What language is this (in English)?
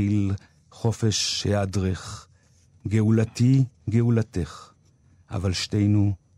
Hebrew